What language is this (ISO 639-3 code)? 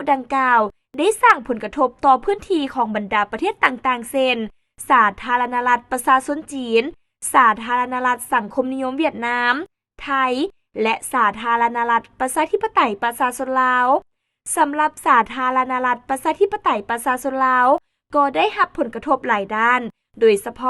lao